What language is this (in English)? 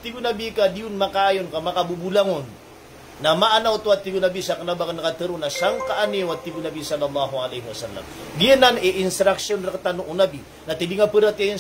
Maranao